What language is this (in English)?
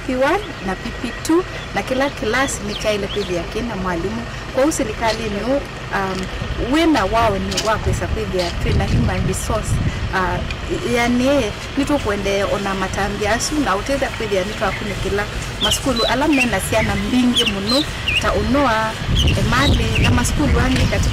Kamba